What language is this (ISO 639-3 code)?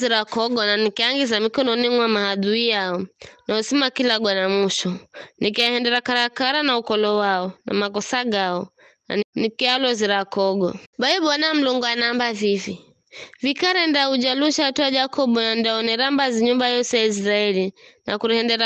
nyf